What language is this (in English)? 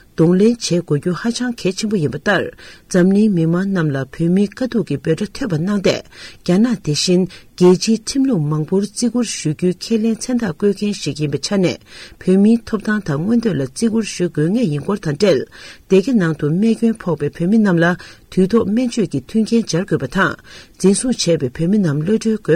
Tibetan